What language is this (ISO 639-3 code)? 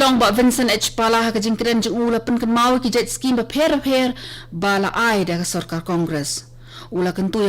kha